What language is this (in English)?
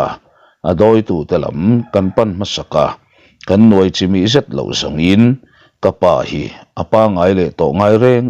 Mizo